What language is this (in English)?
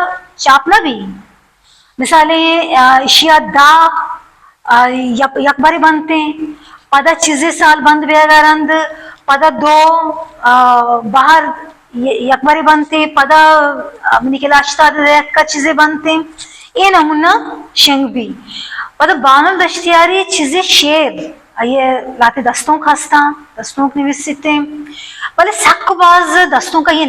Baluchi